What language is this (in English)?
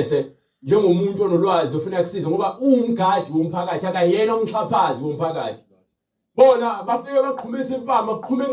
Zulu